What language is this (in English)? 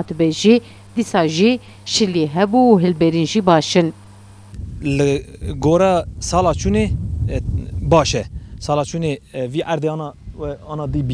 Kurdish